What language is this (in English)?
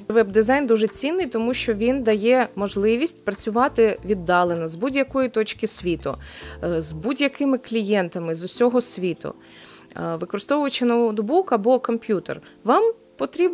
Ukrainian